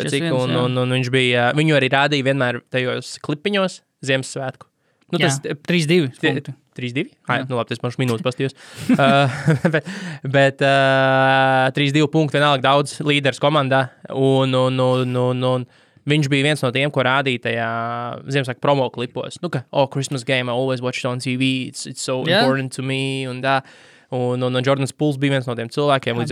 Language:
Latvian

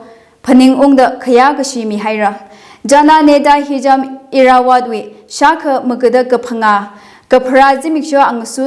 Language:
Tangkhul Naga (India)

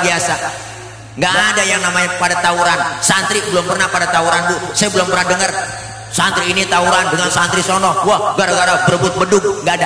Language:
Betawi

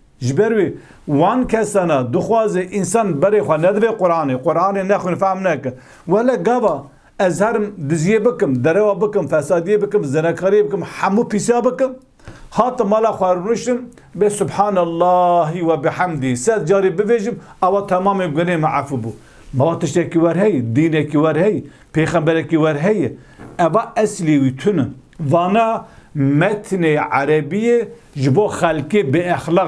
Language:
Kurdish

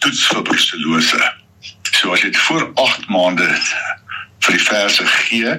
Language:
Afrikaans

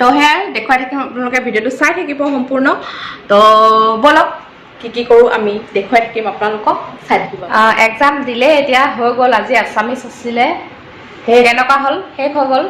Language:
Assamese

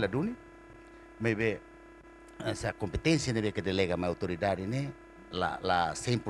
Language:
Tetum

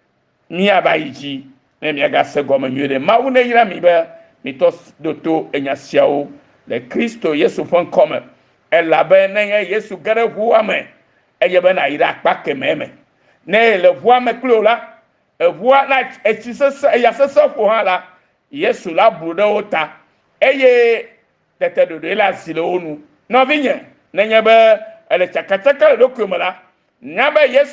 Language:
Ewe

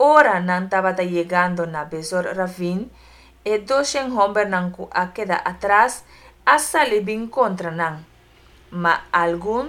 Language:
Papiamento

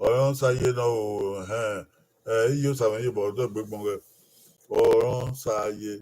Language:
Bini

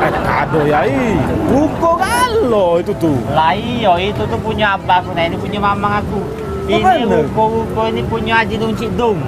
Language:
Musi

